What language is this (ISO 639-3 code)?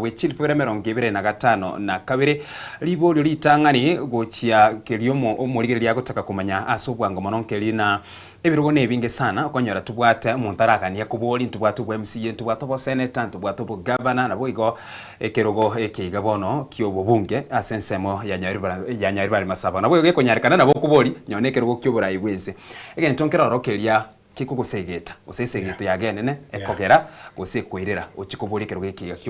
guz